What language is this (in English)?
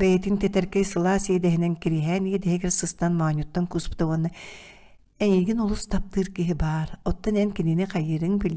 Yakut